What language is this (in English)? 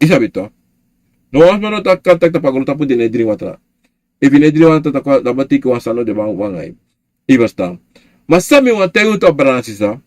Sranan Tongo